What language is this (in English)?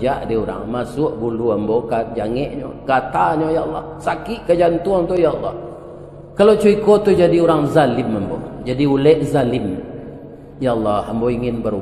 Minangkabau